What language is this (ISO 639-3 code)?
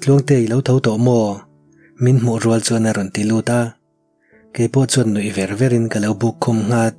lus